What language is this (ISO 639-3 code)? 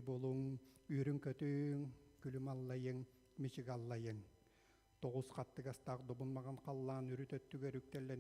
sah